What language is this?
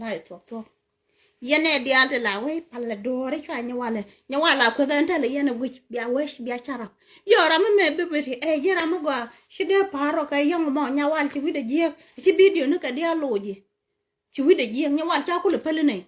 Nuer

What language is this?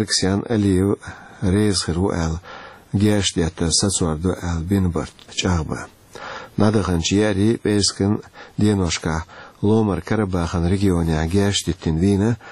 Chechen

